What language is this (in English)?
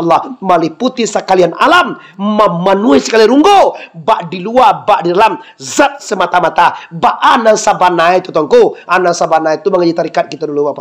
Minangkabau